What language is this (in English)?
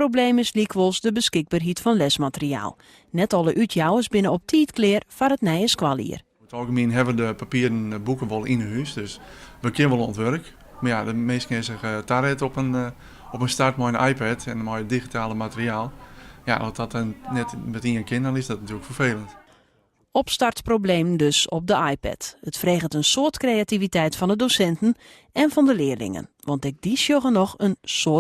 Western Frisian